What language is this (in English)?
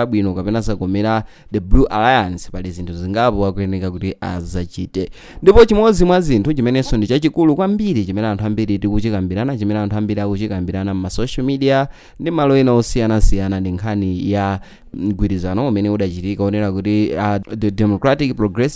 Nyanja